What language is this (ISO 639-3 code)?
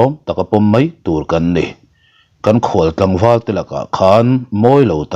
lus